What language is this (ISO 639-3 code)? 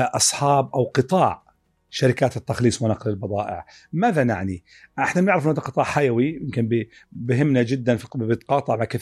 apc